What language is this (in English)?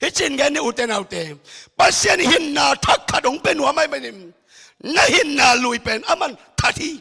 Tedim Chin